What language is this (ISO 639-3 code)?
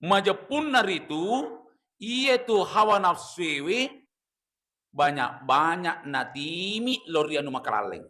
bug